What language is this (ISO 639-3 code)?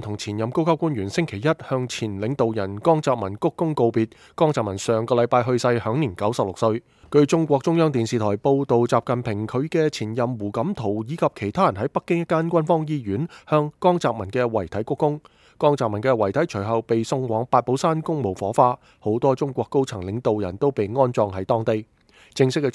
yue